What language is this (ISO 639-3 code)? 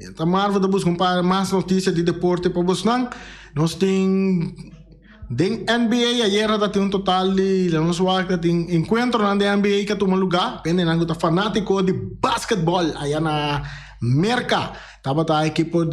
pap